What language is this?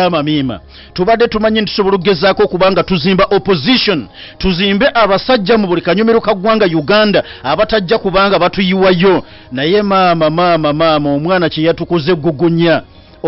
Ganda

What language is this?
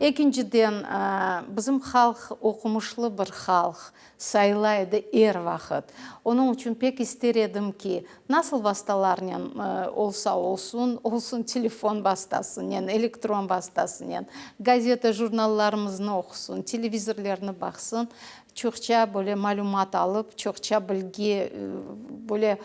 Crimean Tatar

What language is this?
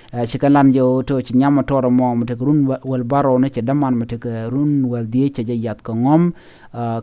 Nuer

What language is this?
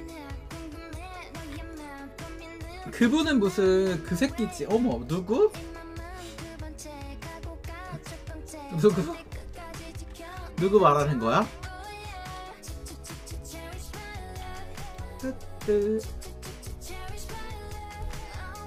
Korean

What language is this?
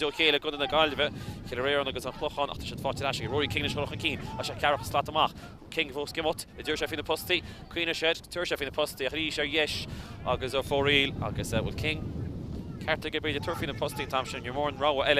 Irish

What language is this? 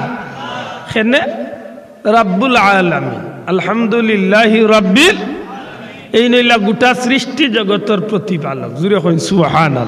Sylheti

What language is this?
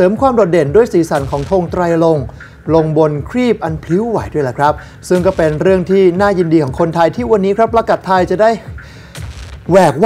Thai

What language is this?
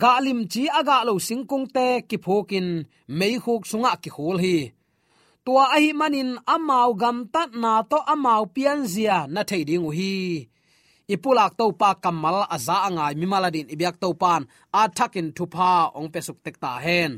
Tedim Chin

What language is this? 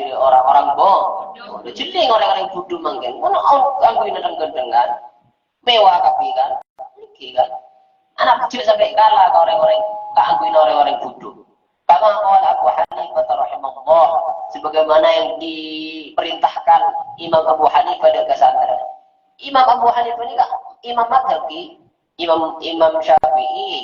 Madurese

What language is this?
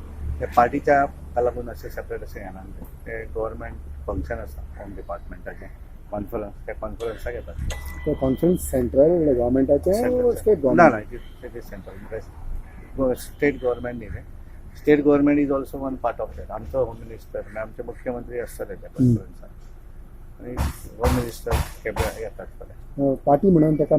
Konkani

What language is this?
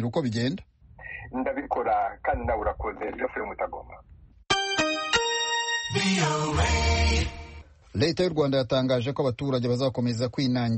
Kinyarwanda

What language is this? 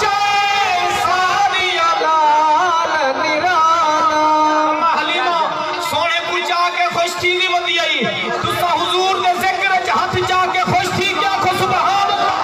Saraiki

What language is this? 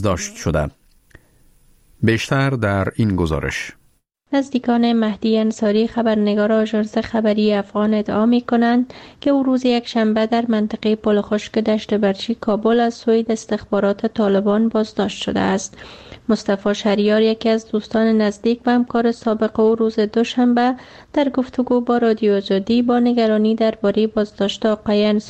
Persian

